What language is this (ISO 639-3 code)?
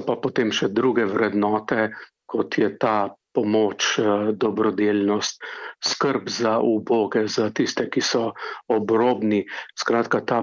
slv